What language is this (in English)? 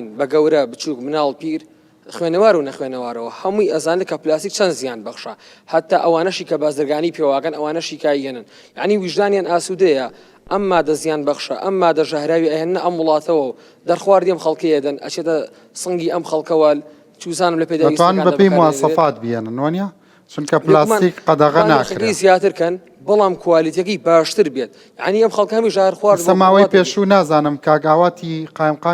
Central Kurdish